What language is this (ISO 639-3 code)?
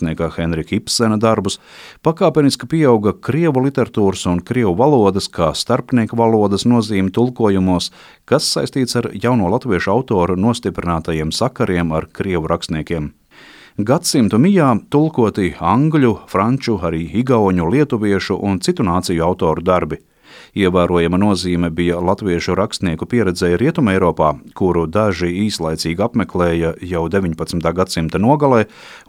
lav